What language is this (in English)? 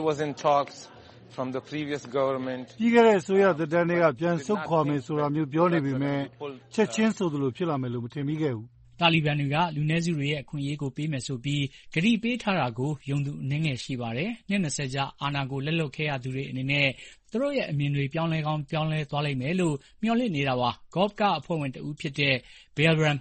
Burmese